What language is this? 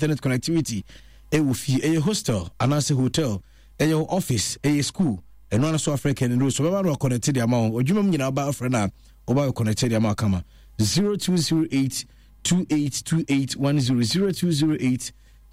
Akan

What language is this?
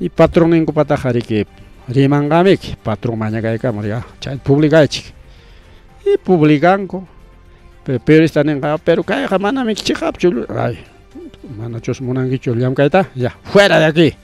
Ayacucho Quechua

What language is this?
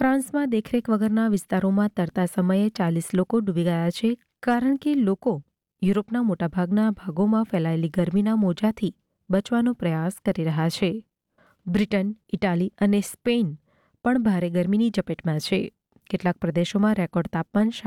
Gujarati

